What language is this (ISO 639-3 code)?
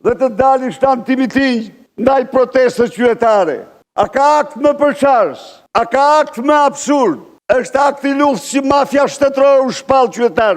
sqi